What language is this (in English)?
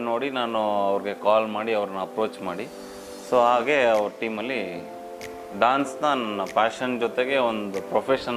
Kannada